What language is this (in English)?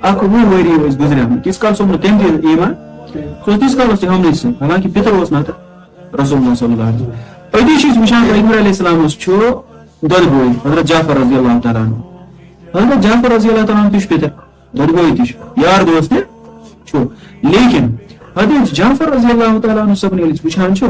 Kashmiri